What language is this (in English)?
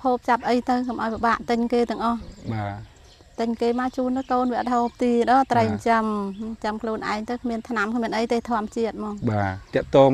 Khmer